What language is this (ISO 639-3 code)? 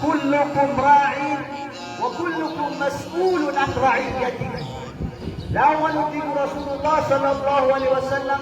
mrw